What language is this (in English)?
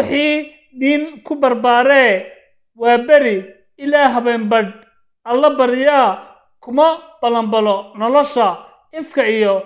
Somali